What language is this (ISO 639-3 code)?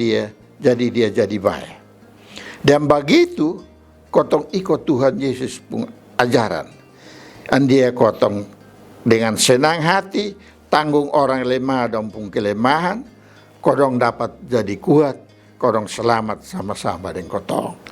mkn